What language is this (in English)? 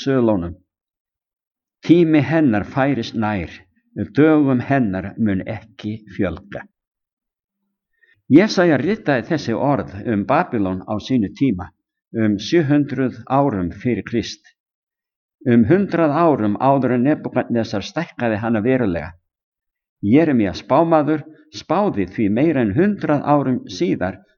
Icelandic